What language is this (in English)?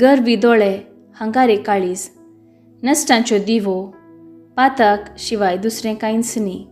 Konkani